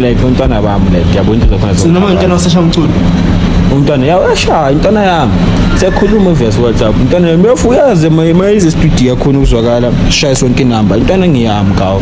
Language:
Zulu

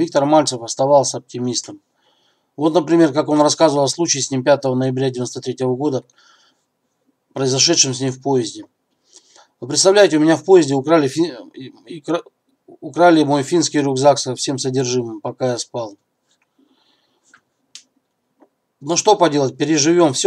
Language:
Russian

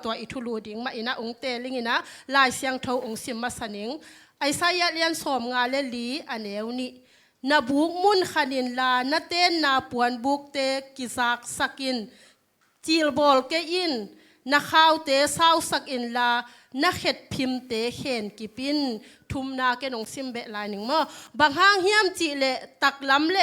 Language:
Tedim Chin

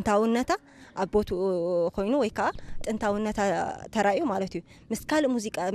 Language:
Tigrinya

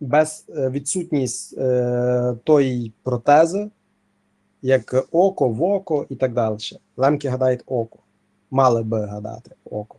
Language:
Rusyn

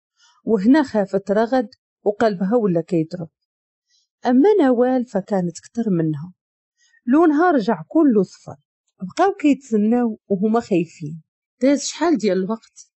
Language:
Moroccan Arabic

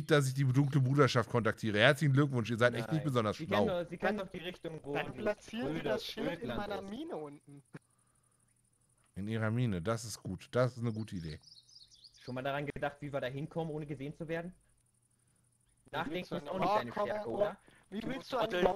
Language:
German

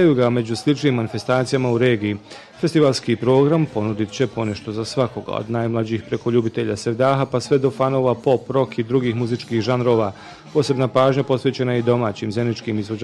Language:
Bosnian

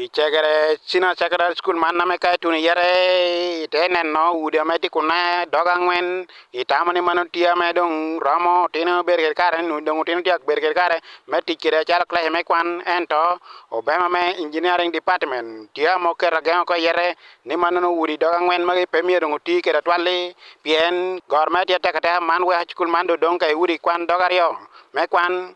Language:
Acoli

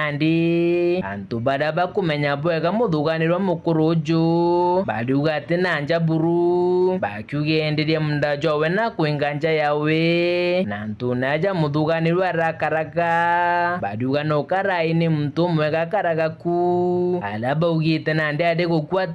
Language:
Meru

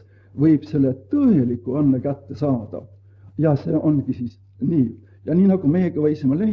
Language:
Estonian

